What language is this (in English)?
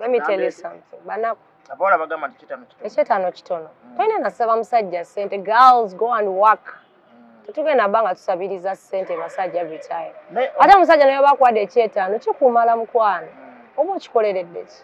Ganda